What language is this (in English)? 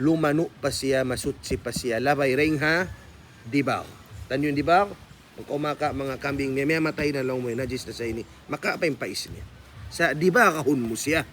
Tausug